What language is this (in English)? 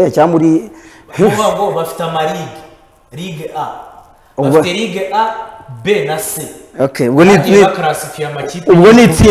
Kinyarwanda